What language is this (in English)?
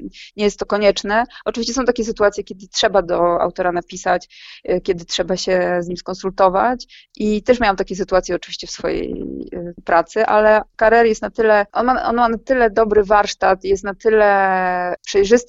Polish